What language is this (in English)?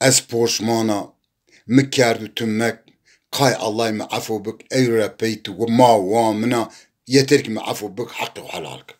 Zaza